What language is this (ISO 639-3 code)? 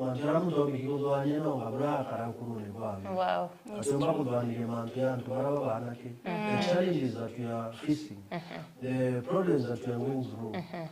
mer